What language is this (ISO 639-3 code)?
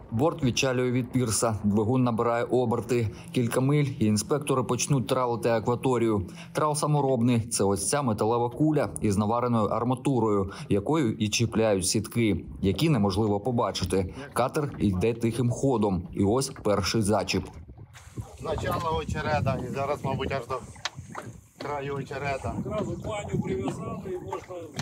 ukr